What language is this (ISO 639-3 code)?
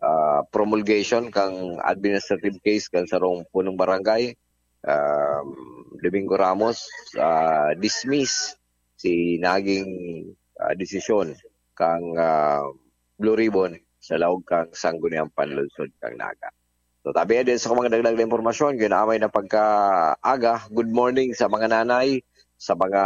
bik